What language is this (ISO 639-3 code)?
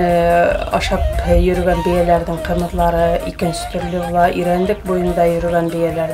bak